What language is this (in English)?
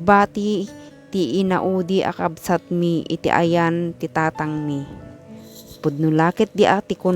Iloko